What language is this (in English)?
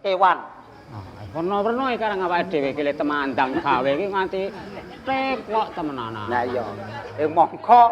Javanese